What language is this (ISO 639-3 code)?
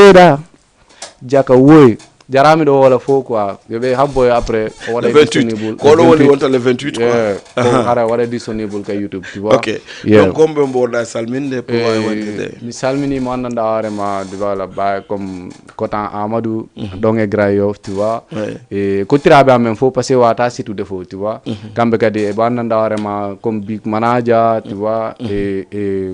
ful